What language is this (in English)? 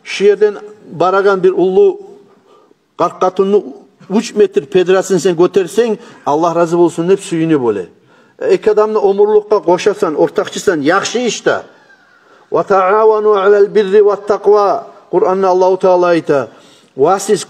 Kumyk